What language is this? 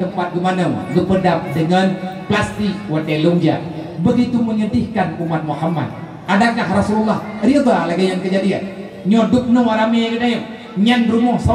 Achinese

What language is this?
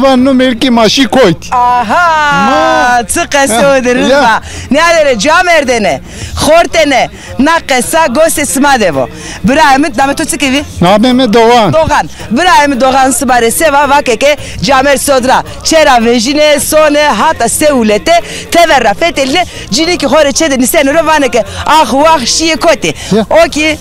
Zaza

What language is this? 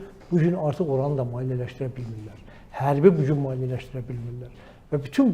Azerbaijani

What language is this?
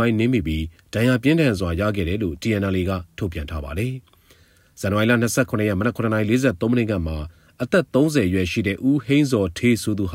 Burmese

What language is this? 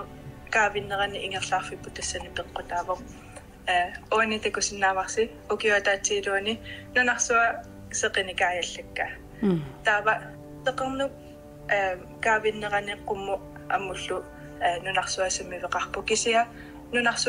Kalaallisut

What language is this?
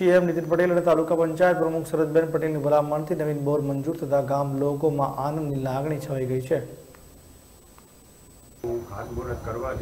Gujarati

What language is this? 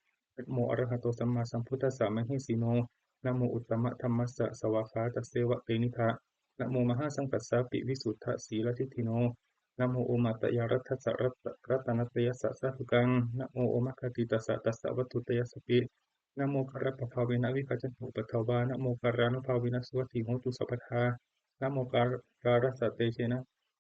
Pali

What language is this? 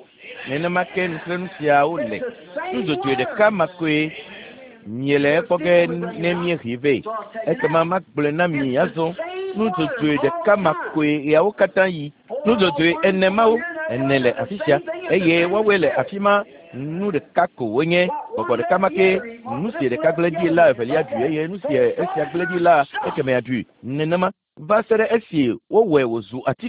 Ewe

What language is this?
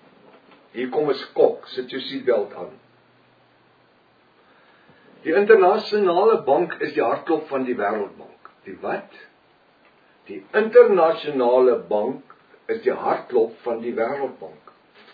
Afrikaans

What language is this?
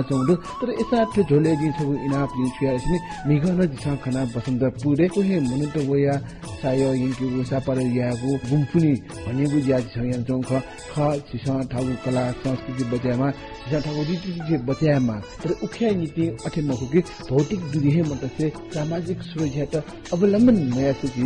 Newari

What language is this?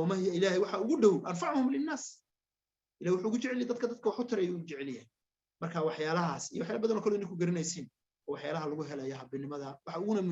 Somali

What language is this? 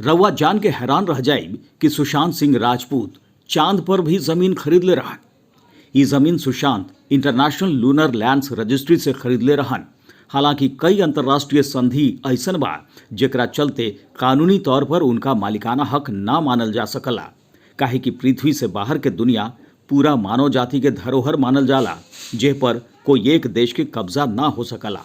Bhojpuri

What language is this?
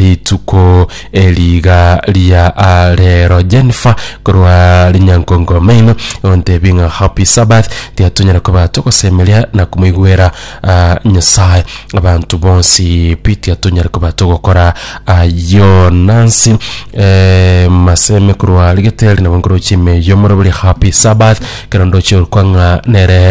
Gusii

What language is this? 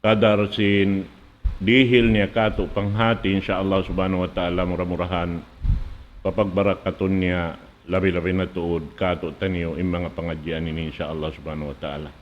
Tausug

